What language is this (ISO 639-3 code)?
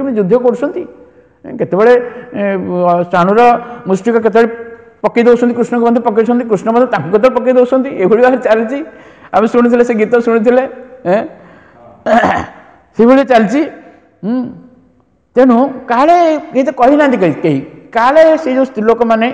ori